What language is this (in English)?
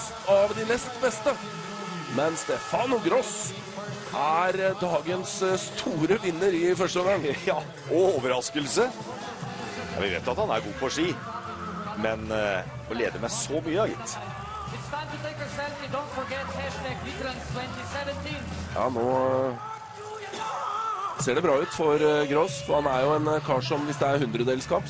Norwegian